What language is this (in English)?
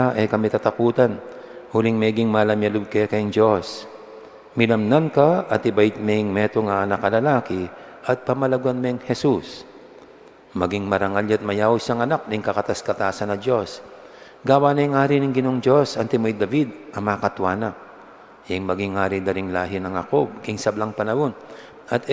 Pampanga